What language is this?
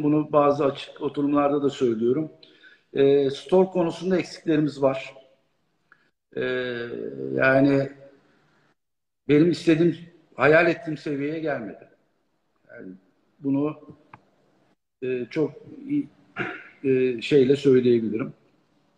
Turkish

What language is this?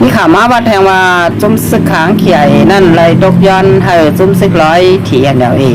Shan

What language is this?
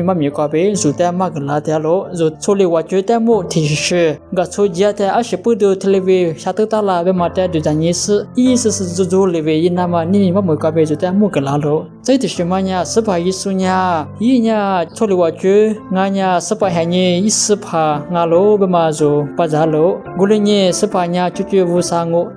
Lisu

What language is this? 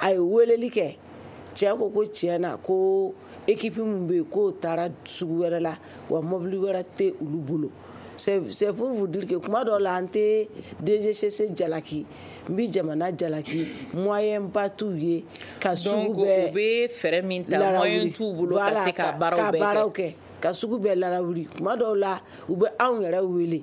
Bambara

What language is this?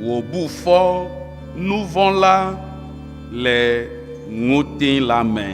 Ewe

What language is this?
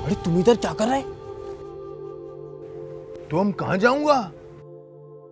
Hindi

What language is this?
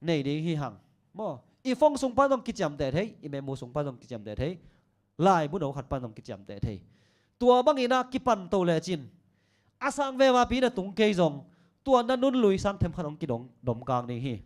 Tedim Chin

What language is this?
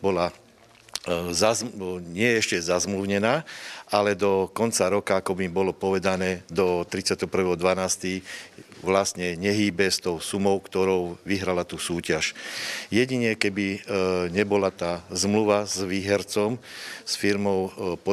Slovak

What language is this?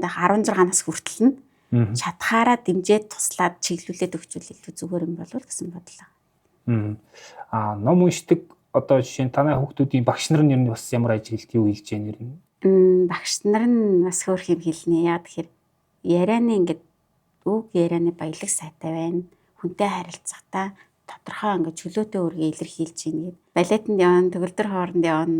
Mongolian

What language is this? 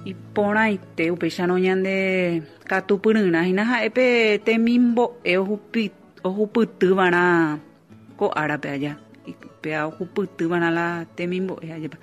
Guarani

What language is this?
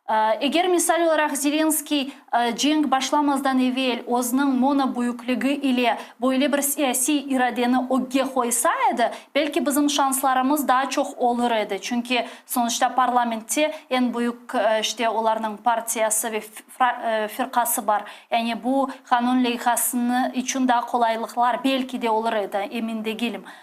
Crimean Tatar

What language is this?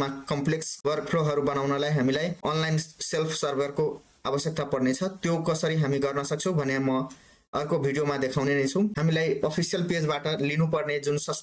Nepali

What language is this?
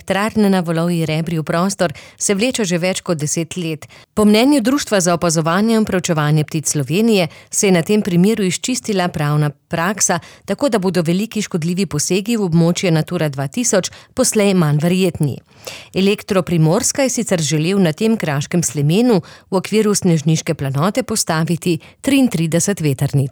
Slovenian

